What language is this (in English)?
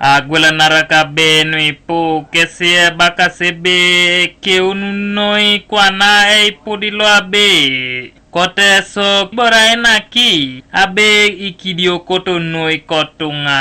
Teso